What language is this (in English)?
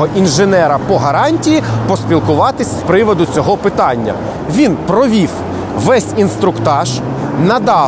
Ukrainian